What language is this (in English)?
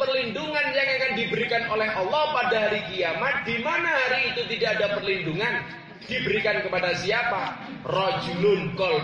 Javanese